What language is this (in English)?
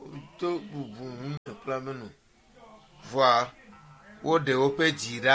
Ewe